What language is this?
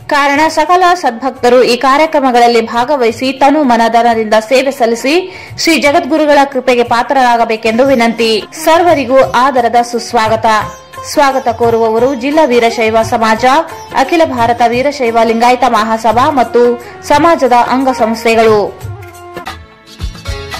Kannada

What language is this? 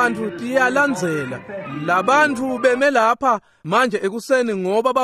Swati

